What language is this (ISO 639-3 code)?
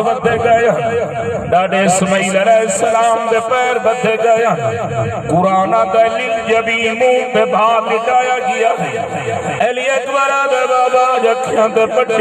skr